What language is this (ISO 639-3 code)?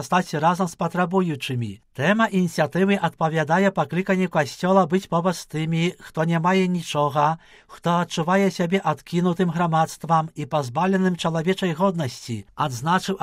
bel